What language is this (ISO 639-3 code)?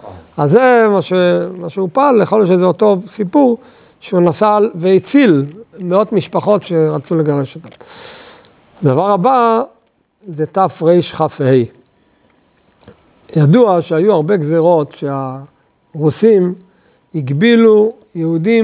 heb